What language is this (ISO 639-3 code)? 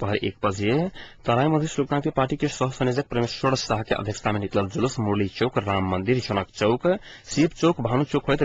mai